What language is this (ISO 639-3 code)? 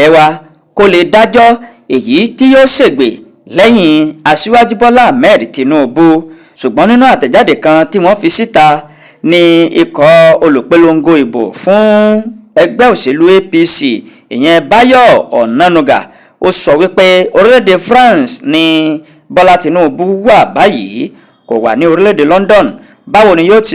yor